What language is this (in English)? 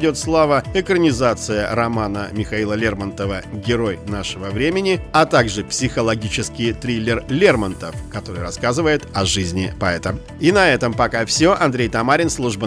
Russian